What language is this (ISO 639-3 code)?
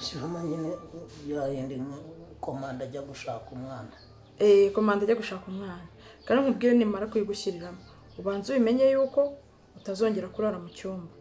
kin